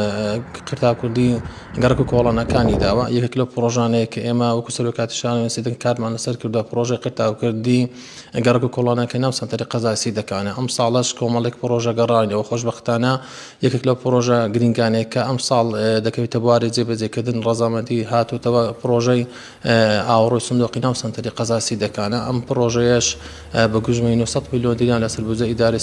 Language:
Central Kurdish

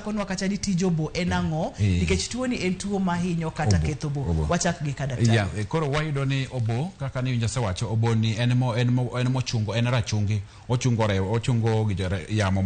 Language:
Luo (Kenya and Tanzania)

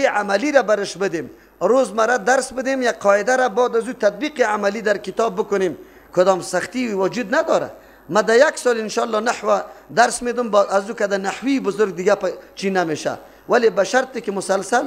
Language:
Persian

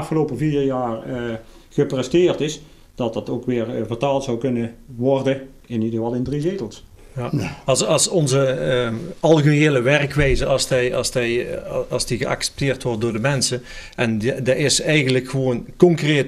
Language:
Dutch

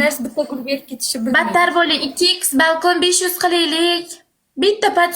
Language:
Uzbek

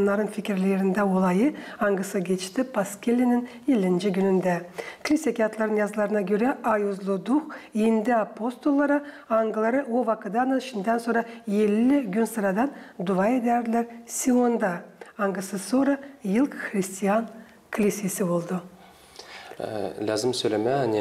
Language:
Gagauz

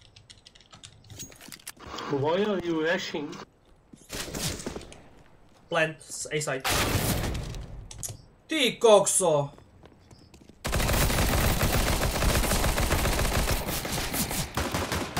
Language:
Slovak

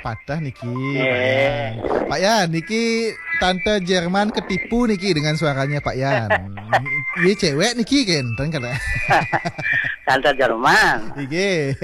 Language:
Balinese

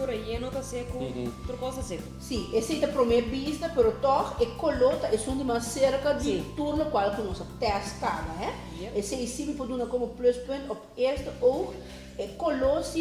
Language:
Papiamento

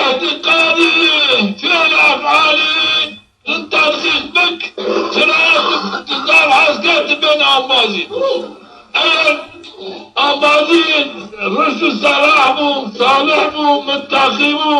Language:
Zaza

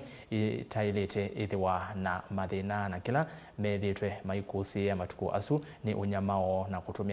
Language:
Kamba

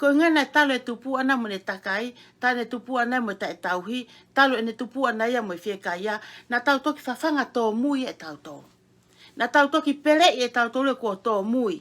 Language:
Tongan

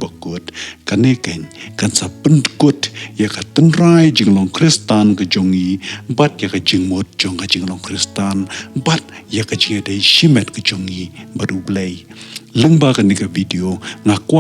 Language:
Khasi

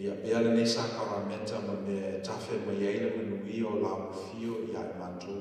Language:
Samoan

